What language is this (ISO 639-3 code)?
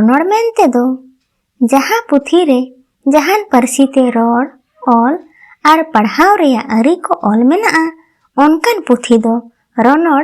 sat